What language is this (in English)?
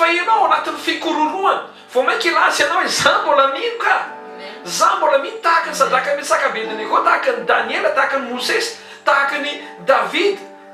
Malagasy